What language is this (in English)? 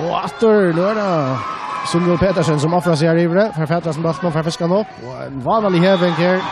Faroese